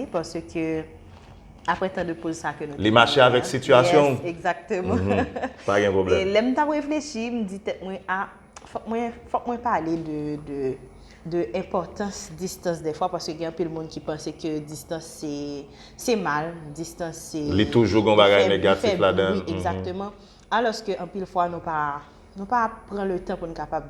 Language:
Haitian Creole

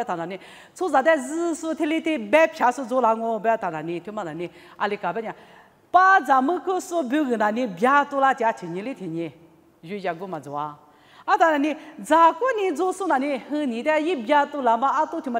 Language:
Lisu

